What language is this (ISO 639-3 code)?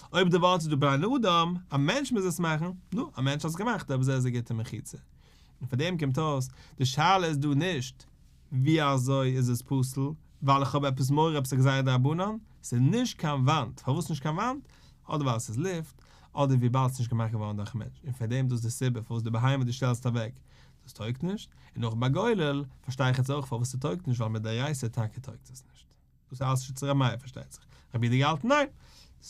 yid